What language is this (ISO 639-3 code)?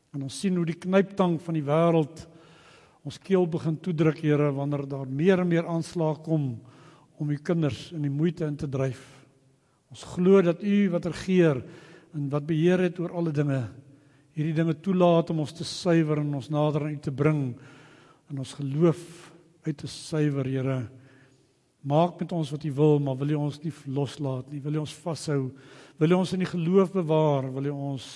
afr